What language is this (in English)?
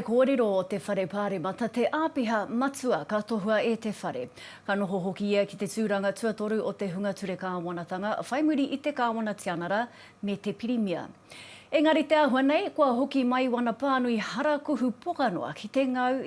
Māori